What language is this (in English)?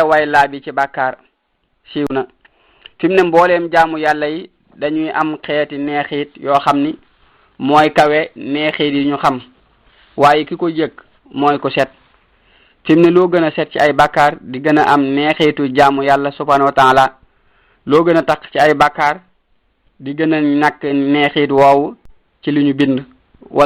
Wolof